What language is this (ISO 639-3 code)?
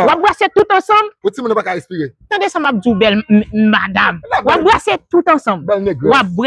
hat